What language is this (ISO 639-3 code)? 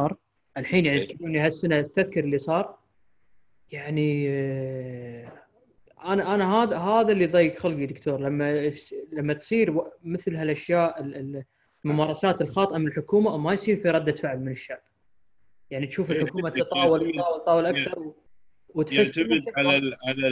afb